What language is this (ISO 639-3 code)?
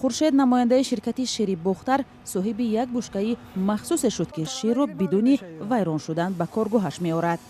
tgk